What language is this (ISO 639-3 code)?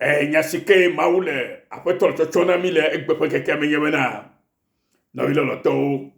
ewe